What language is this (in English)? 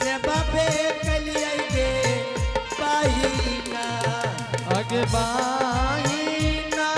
Angika